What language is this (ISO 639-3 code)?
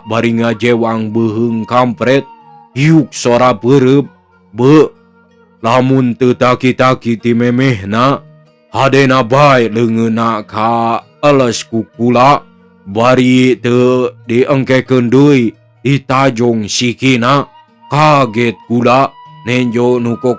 sun